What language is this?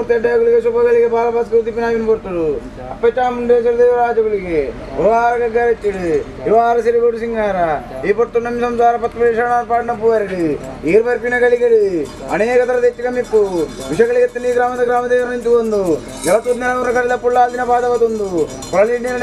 Tulu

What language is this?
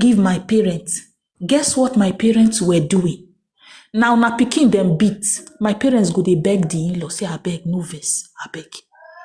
Nigerian Pidgin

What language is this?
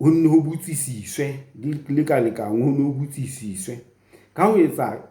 Southern Sotho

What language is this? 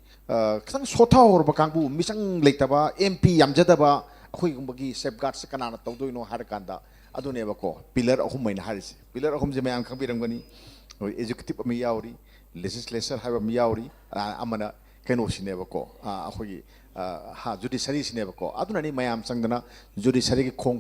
Manipuri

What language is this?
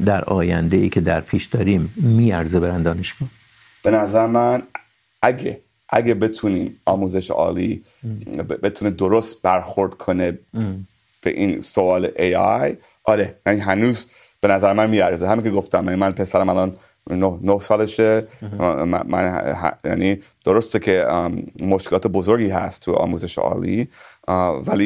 Persian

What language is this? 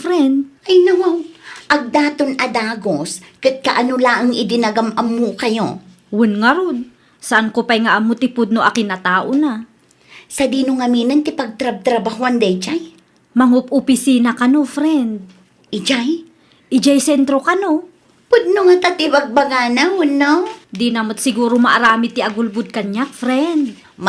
Iloko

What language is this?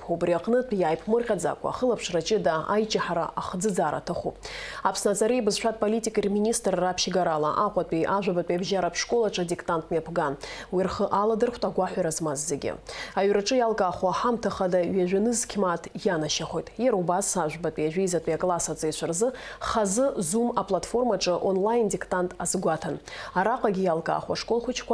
Abkhazian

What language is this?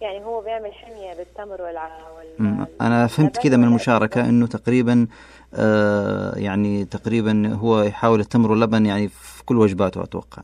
Najdi Arabic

